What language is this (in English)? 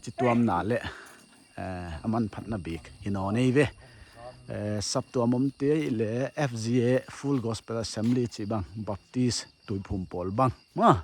Paite Chin